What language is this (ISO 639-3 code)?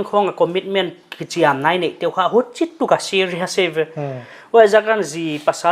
pck